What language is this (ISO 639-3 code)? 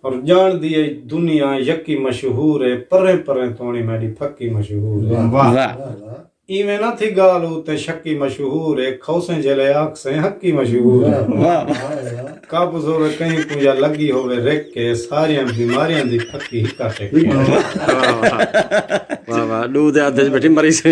skr